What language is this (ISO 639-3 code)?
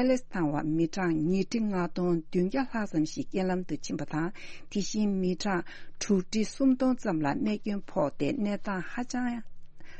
bod